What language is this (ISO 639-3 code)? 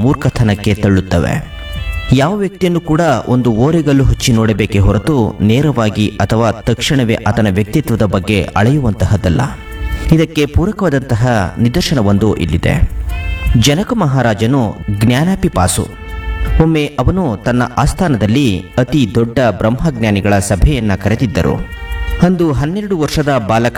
kan